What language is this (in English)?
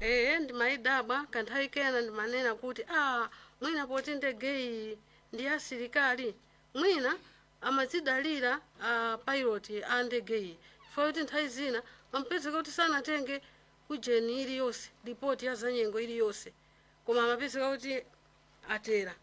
Nyanja